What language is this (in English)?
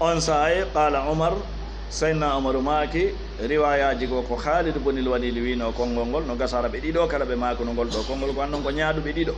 Fula